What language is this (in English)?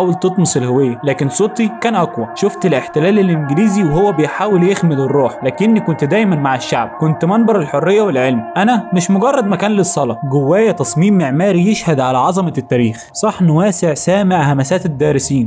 Egyptian Arabic